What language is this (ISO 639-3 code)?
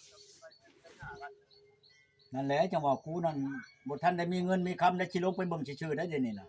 tts